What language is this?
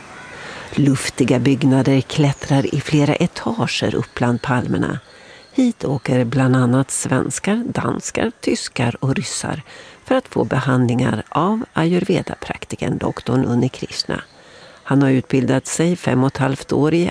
Swedish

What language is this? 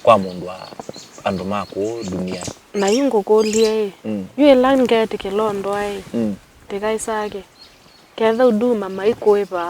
Kamba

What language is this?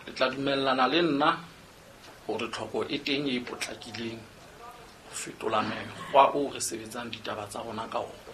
Southern Sotho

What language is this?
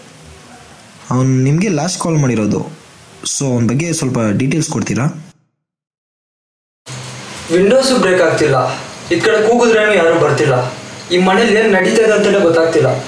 Kannada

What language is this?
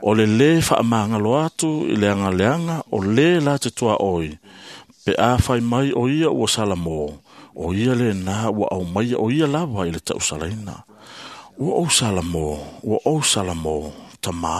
Samoan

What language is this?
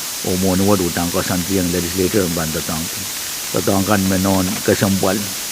Pohnpeian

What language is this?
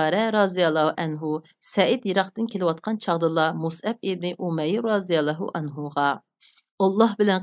Uyghur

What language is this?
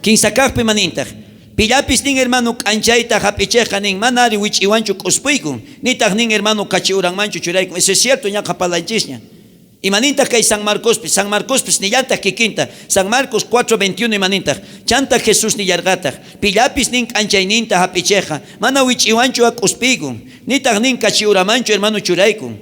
South Bolivian Quechua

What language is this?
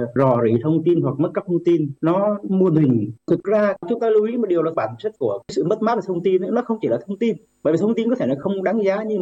Vietnamese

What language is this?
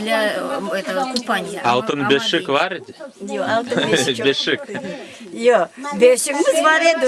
Crimean Tatar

